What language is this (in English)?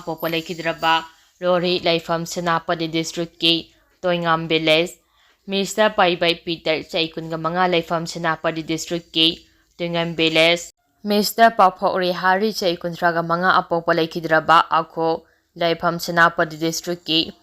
Manipuri